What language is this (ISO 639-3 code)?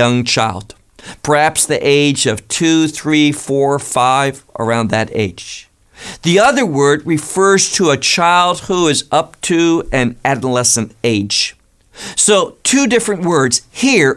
eng